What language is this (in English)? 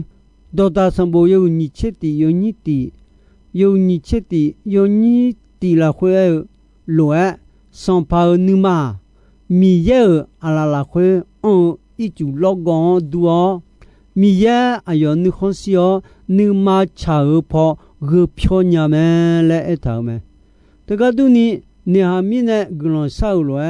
Akha